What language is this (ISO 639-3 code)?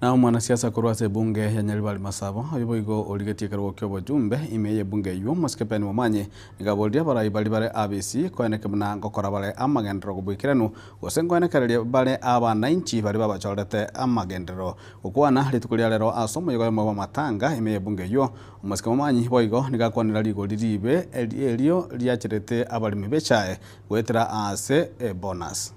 guz